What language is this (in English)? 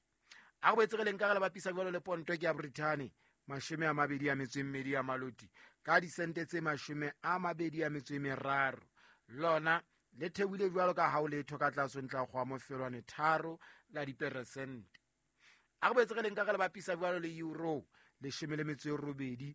Southern Sotho